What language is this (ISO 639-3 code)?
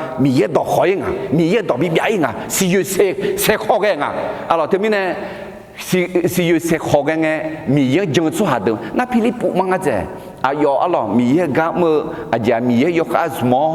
ahk